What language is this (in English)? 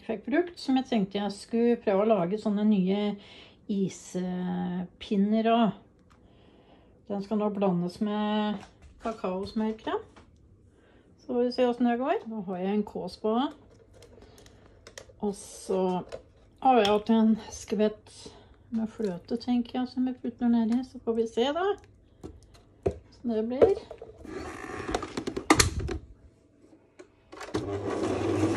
Norwegian